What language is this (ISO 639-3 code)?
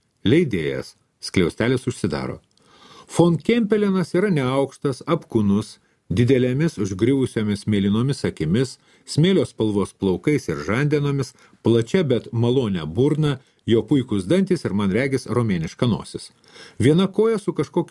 lit